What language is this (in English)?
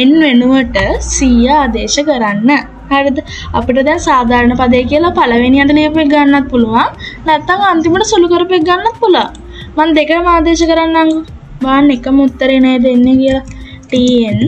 Sinhala